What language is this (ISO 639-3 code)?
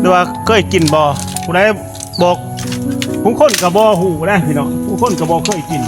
lao